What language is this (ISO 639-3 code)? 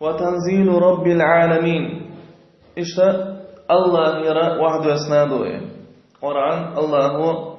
che